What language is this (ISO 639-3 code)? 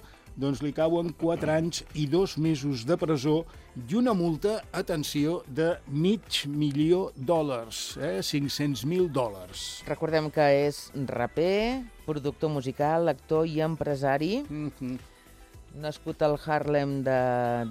cat